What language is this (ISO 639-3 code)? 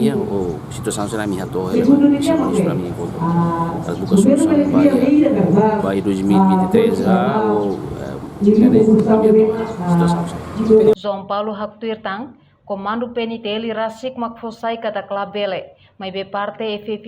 tet